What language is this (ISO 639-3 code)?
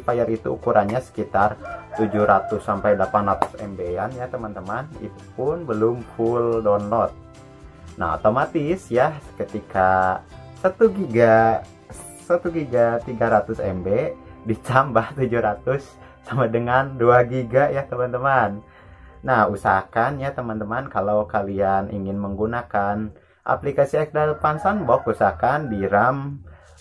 ind